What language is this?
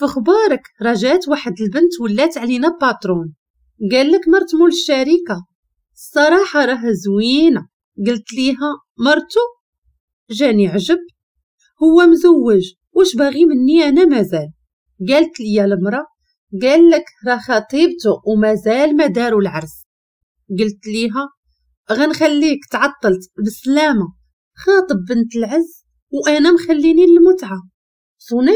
Moroccan Arabic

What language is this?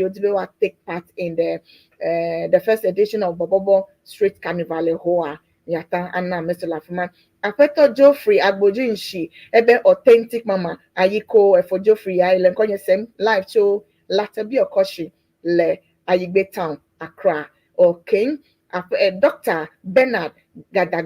Ewe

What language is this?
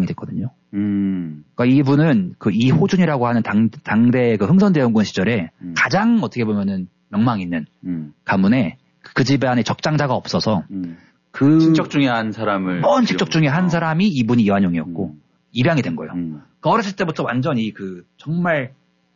Korean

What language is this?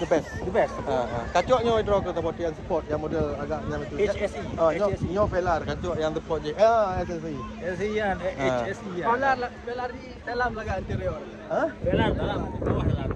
Achinese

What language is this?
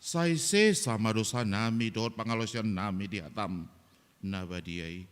Batak Toba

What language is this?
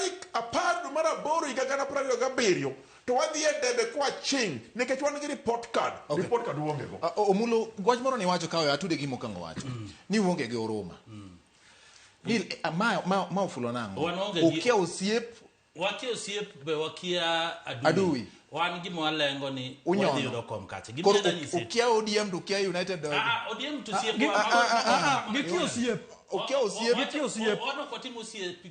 Luo (Kenya and Tanzania)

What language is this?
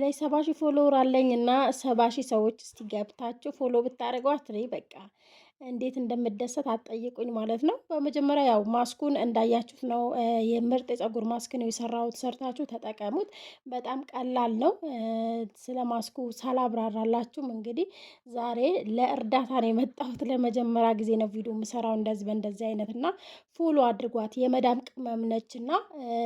Amharic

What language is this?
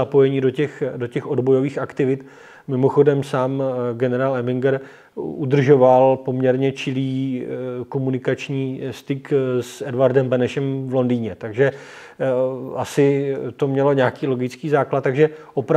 Czech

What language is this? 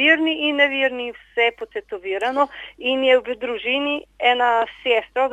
Slovenian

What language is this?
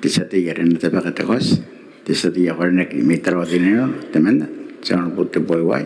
Gilbertese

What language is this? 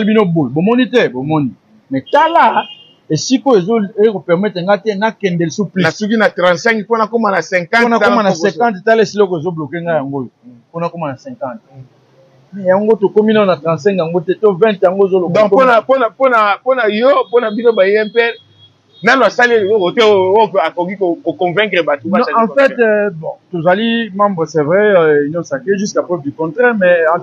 Lingala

